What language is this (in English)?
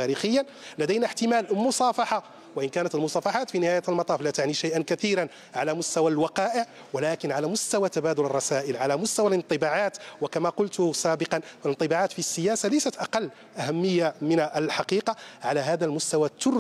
Arabic